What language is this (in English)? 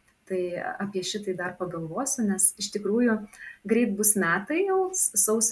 Lithuanian